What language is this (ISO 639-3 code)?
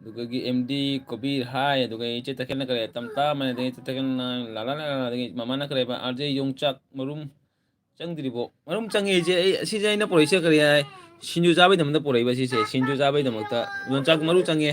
mni